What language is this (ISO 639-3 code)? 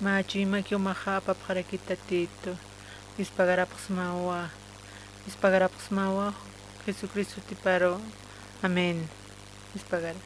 aym